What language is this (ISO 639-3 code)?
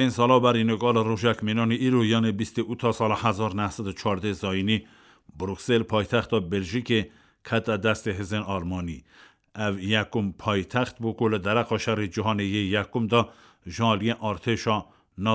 kur